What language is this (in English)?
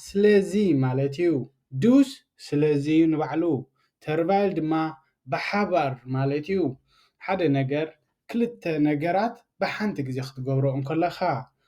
Tigrinya